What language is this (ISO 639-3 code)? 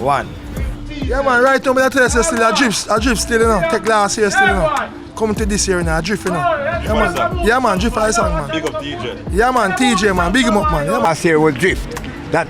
jam